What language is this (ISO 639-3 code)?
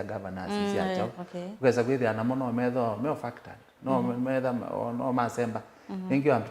kam